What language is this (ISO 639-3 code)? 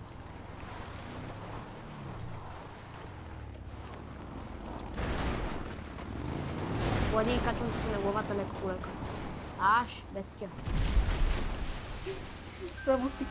bul